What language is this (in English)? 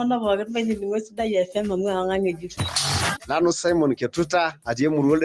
Masai